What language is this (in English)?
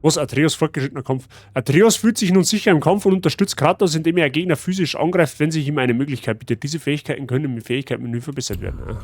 Bavarian